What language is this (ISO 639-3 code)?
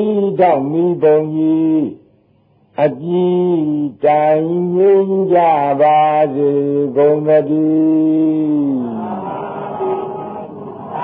mya